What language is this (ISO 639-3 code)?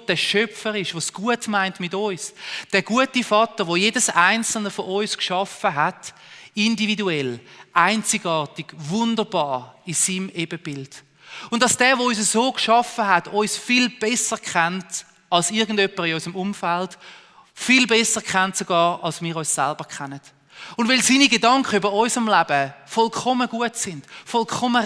gsw